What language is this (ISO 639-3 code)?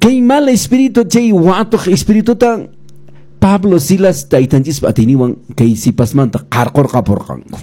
que